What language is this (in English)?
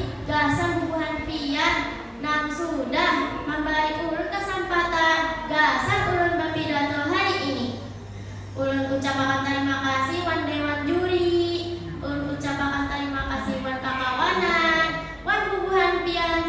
Banjar